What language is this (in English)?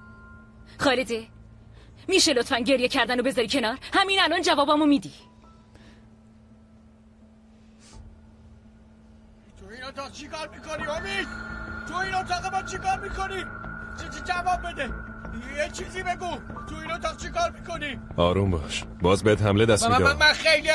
Persian